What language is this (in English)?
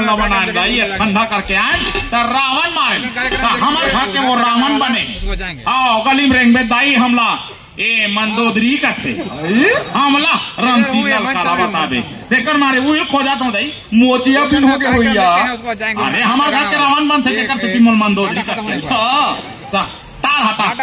Chhattisgarhi